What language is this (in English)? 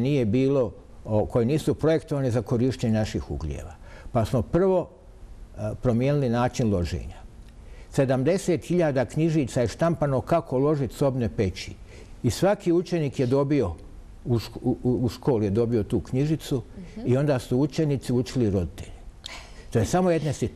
Bosnian